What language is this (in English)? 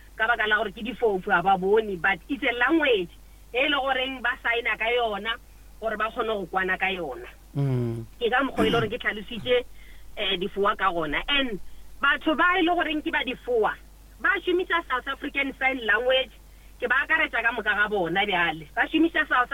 Northern Sotho